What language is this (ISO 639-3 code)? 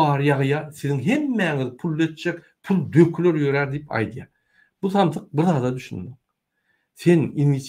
tuk